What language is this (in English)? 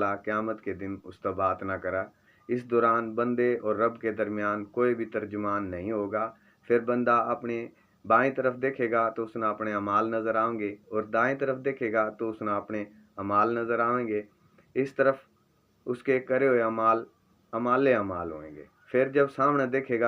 Haryanvi